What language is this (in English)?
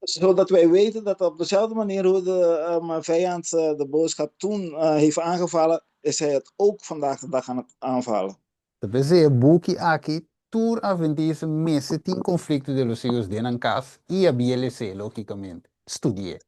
Papiamento